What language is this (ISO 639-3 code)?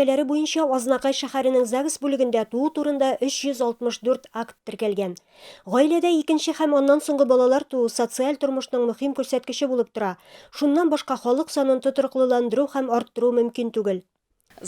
tat